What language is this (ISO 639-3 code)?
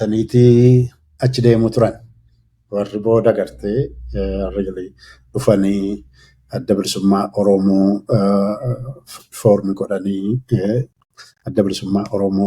orm